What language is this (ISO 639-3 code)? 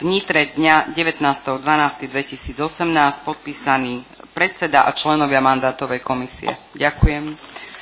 slk